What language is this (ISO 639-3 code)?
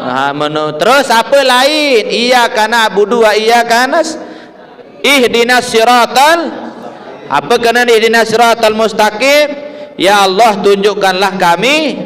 sas